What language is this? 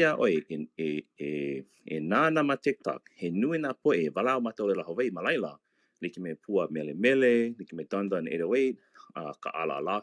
Hawaiian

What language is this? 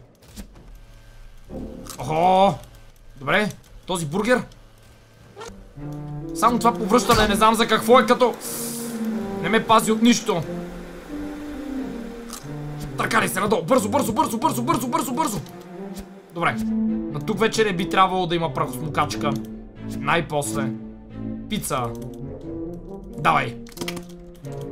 Bulgarian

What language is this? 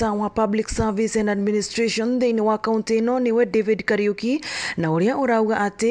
Meru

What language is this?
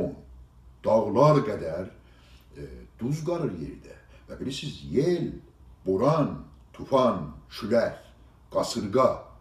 South Azerbaijani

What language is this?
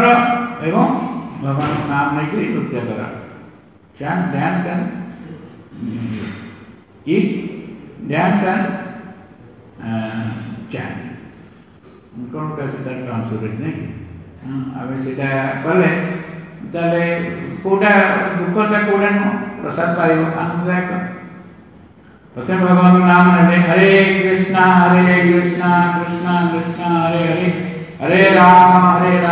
Odia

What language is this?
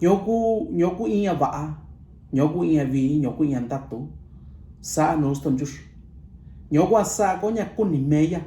Mixtepec Mixtec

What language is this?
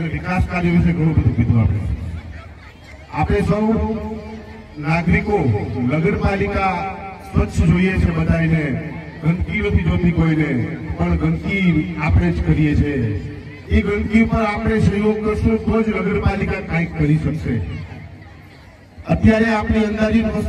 Gujarati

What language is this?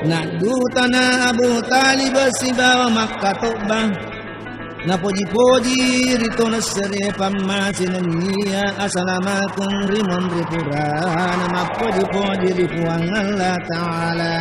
Buginese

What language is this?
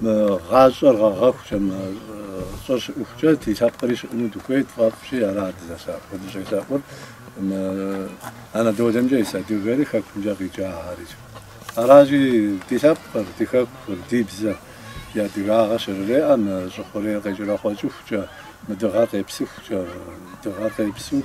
Kabardian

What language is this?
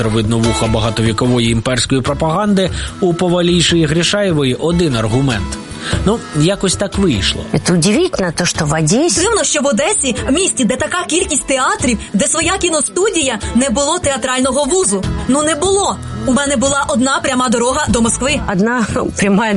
Ukrainian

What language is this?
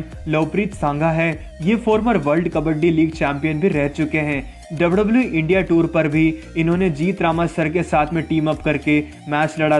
Hindi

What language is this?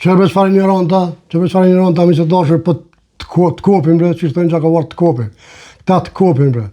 Albanian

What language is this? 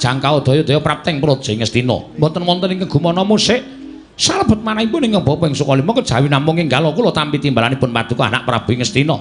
Javanese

